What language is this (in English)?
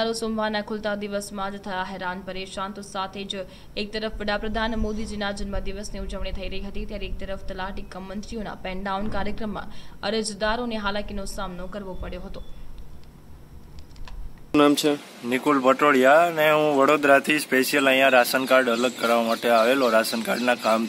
Gujarati